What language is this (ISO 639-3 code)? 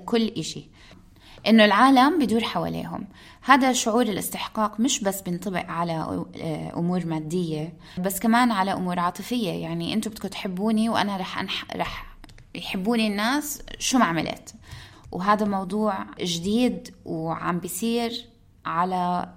apc